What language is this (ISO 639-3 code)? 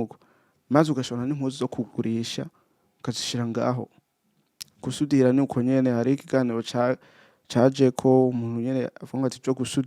run